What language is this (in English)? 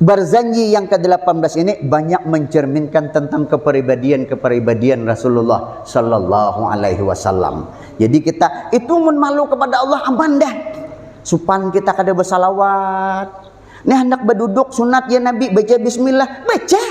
Banjar